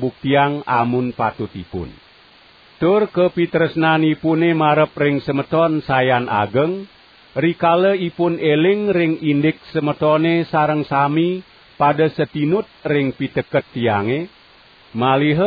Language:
Balinese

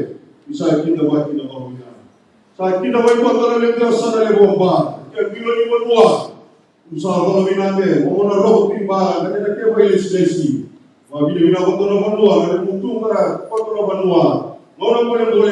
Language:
Fijian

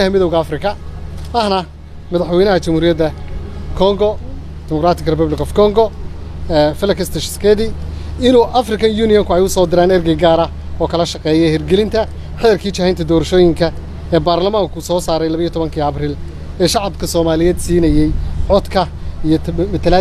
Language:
Somali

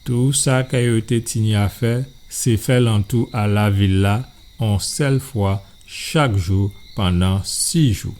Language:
Guadeloupean Creole French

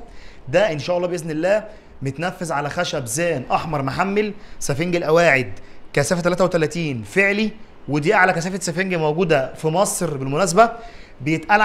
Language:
Egyptian Arabic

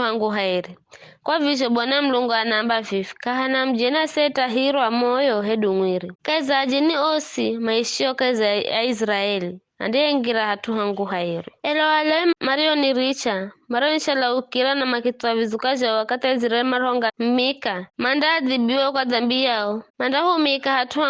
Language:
Giryama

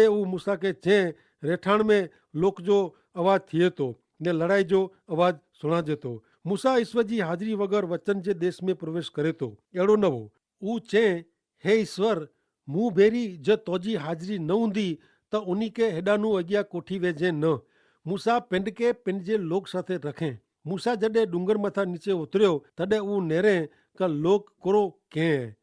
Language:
Kachhi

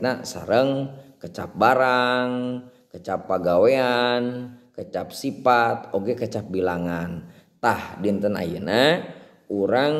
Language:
Sundanese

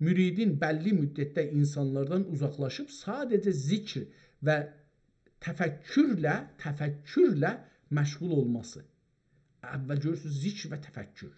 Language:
South Azerbaijani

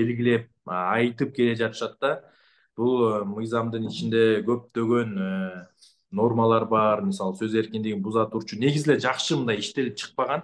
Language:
Kyrgyz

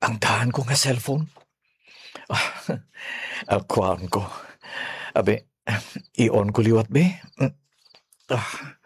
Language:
Hiligaynon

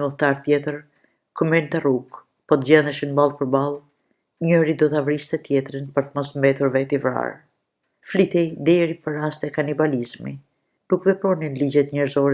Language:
Albanian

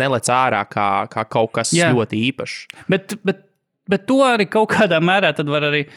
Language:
Latvian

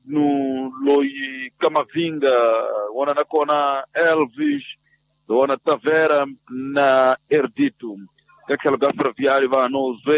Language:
Tsonga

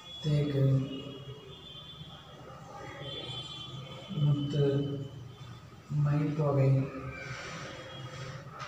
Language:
Tamil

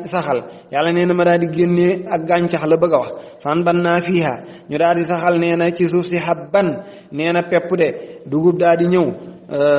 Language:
Wolof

